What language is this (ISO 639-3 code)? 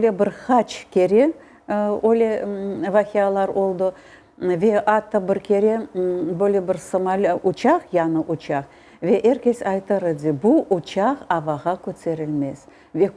crh